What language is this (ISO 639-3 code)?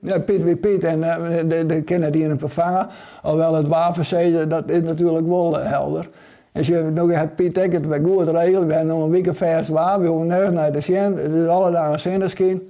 fry